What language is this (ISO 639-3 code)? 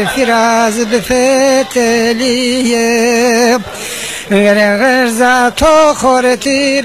zza